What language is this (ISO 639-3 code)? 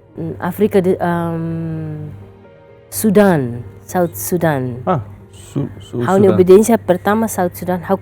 tet